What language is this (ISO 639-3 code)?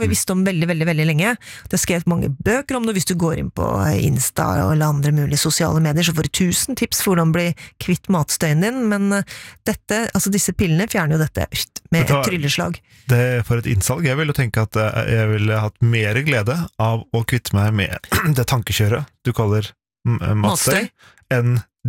nor